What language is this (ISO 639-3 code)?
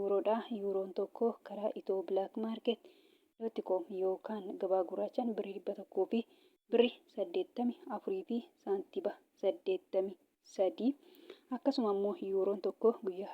orm